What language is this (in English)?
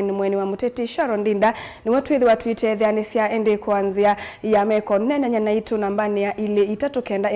Kamba